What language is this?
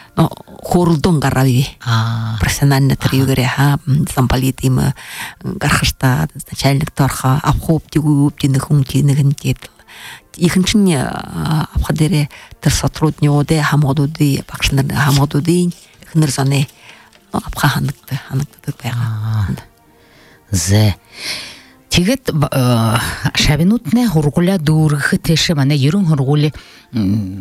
Buriat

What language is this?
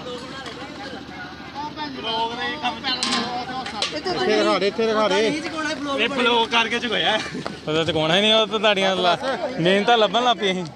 Punjabi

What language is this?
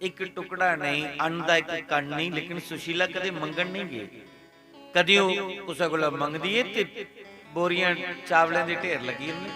Dogri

